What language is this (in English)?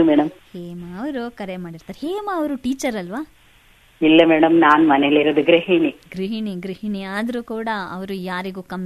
Kannada